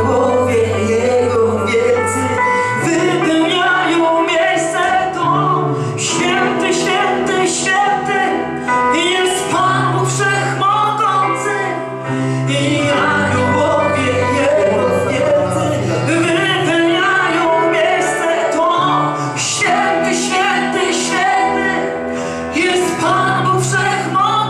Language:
Polish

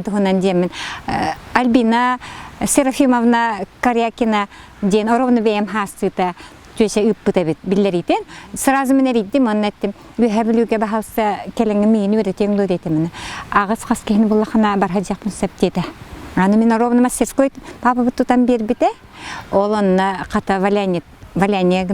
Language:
Yakut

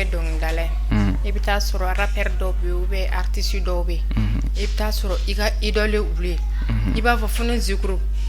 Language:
Bambara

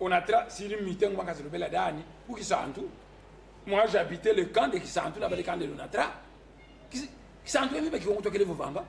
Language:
Kongo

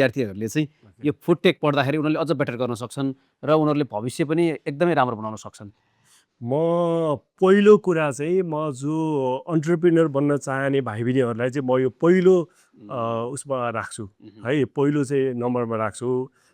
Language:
Nepali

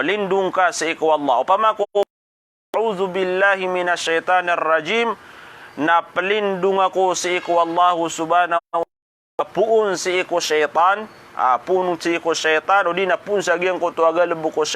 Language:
Maranao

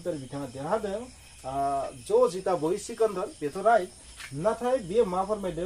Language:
Bodo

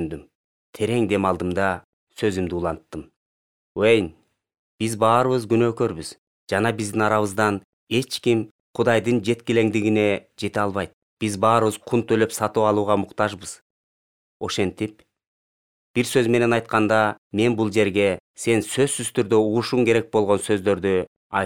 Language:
Kyrgyz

